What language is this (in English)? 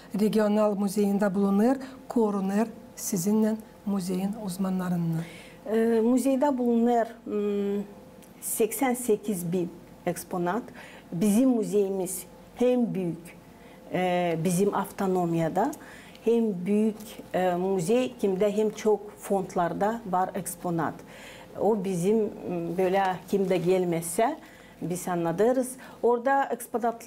Gagauz